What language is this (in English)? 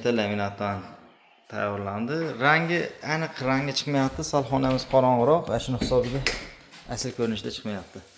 Uzbek